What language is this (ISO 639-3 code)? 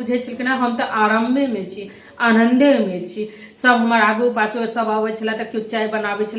mai